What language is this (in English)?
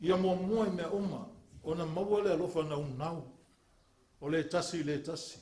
Samoan